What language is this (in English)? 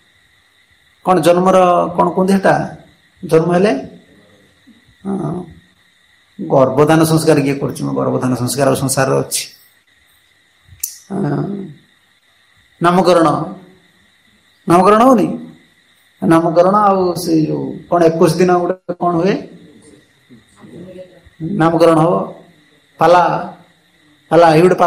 Odia